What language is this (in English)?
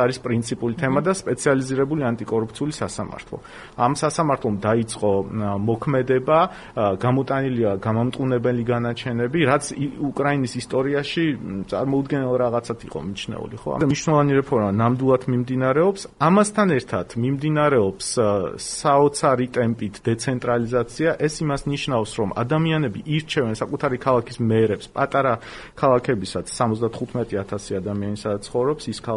Georgian